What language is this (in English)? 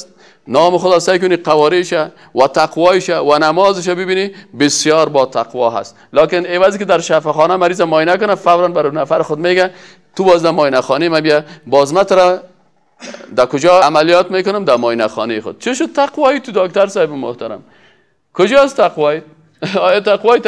Persian